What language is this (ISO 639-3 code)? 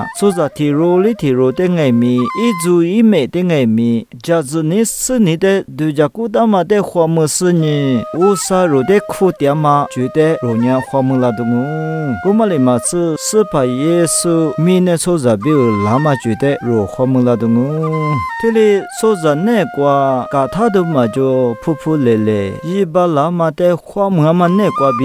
lis